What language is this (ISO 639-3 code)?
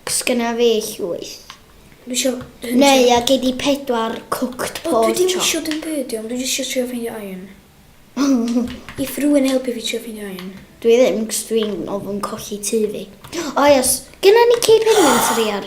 cym